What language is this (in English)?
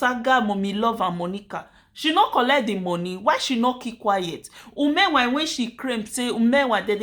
Nigerian Pidgin